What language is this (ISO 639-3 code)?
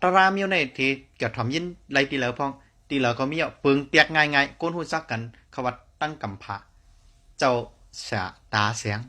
shn